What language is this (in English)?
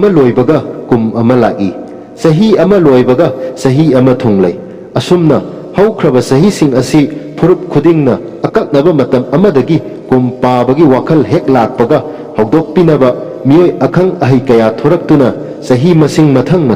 Manipuri